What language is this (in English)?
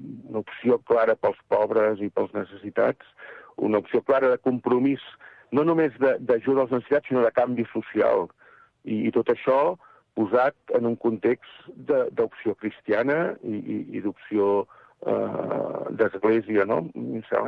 Catalan